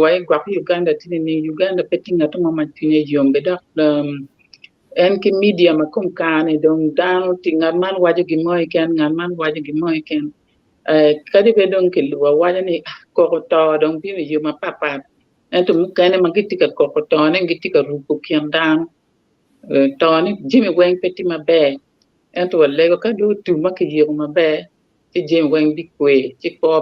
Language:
Acoli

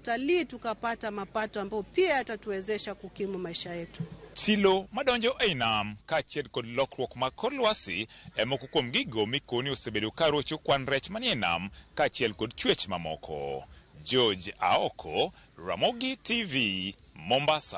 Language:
Luo (Kenya and Tanzania)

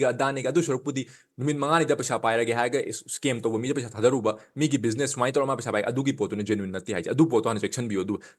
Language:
Manipuri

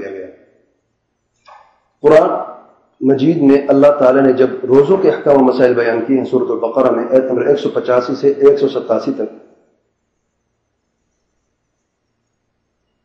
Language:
Urdu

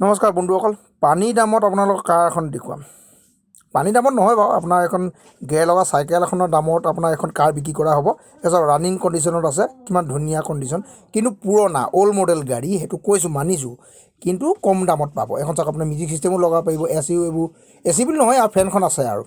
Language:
Assamese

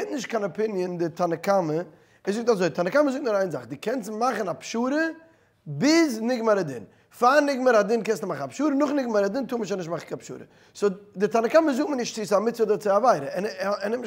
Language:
Yiddish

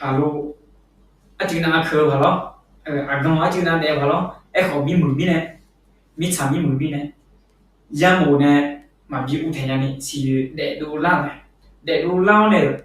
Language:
Akha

